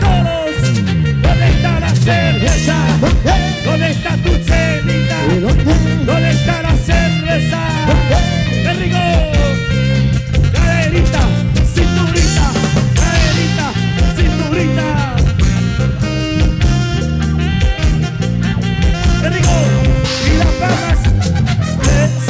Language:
Spanish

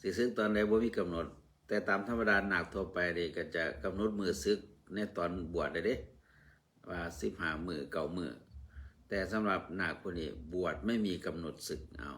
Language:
Northeastern Thai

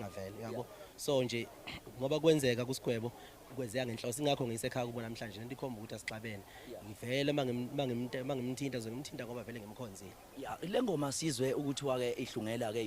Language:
Zulu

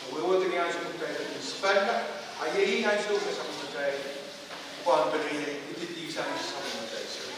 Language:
Pohnpeian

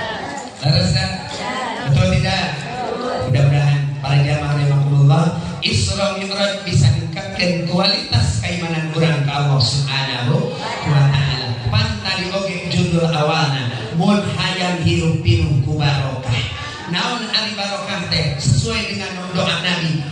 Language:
Sundanese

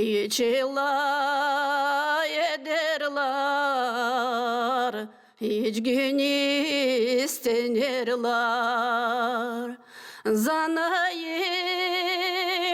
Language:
Gagauz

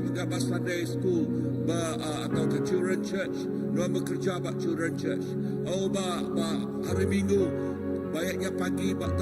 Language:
Iban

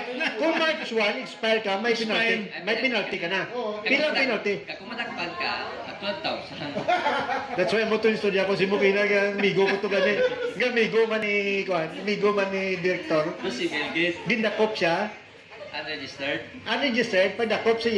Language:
Hiligaynon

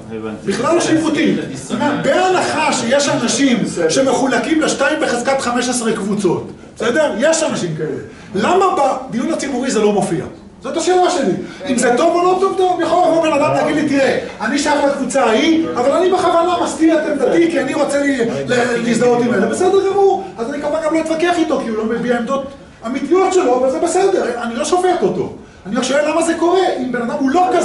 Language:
Hebrew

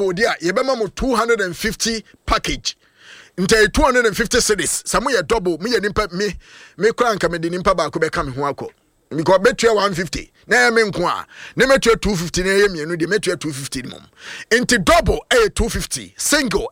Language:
Akan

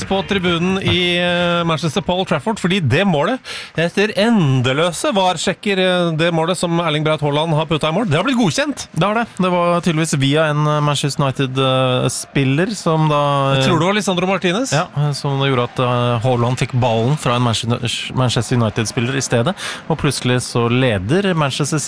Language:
Norwegian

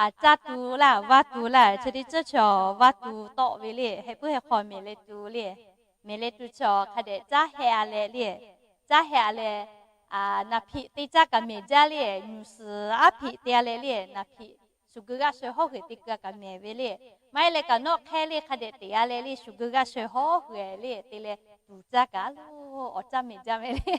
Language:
Lahu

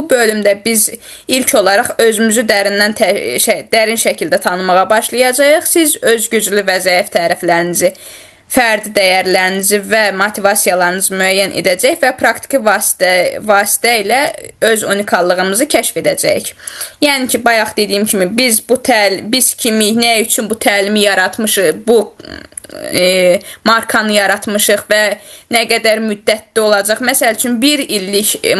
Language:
Azerbaijani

